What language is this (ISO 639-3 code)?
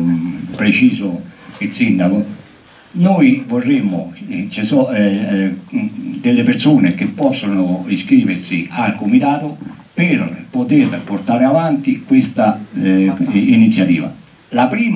ita